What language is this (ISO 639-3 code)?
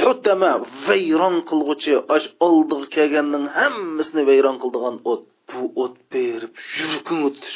uig